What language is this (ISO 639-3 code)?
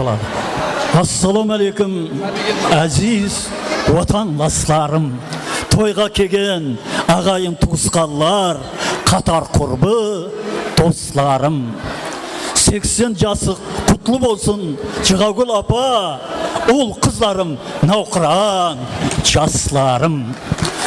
kaa